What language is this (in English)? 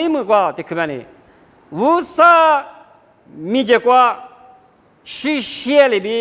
Lisu